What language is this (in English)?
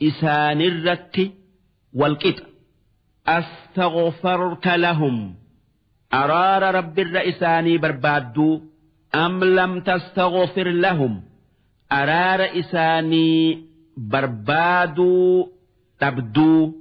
Oromo